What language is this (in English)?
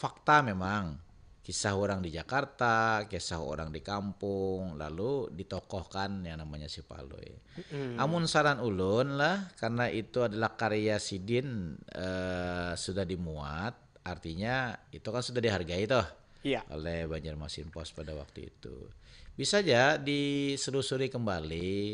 Banjar